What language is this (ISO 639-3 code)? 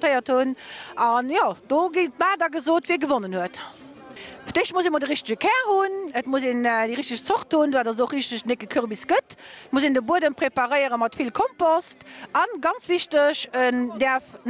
ltz